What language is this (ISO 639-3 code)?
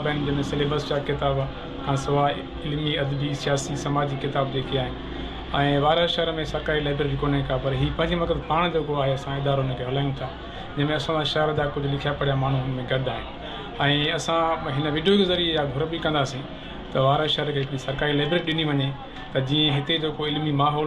snd